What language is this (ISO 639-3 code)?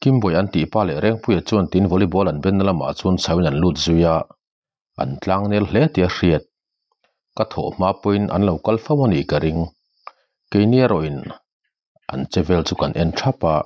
lus